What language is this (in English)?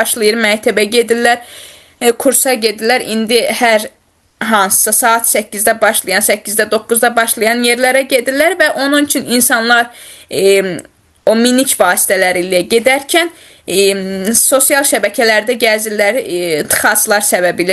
Azerbaijani